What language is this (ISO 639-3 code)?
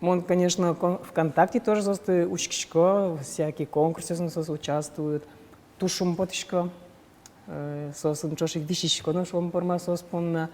udm